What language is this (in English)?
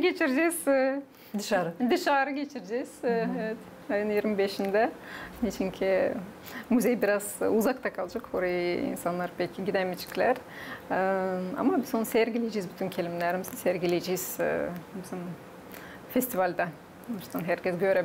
Gagauz